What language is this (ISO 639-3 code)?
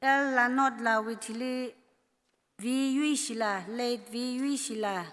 nmf